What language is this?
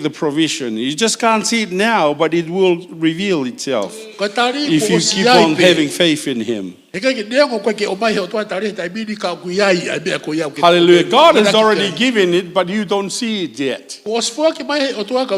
Tongan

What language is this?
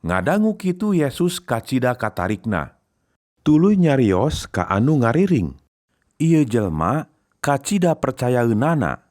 Sundanese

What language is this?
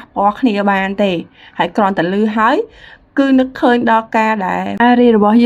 Khmer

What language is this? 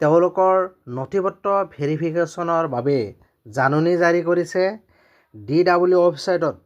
Assamese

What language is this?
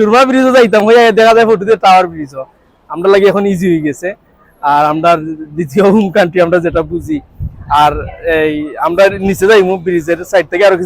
Sylheti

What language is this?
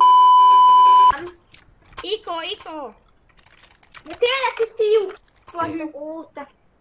Hungarian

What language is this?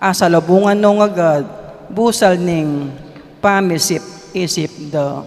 Pampanga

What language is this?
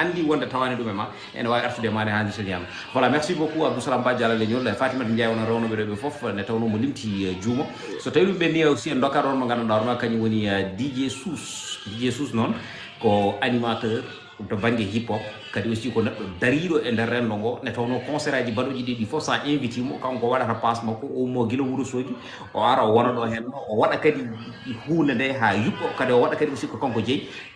Fula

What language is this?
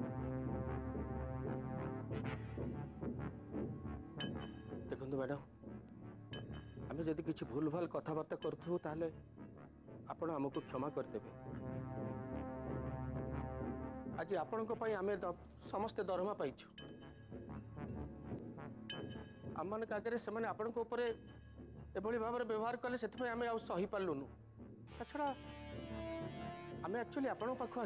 Odia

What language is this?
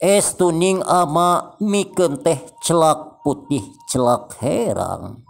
Sundanese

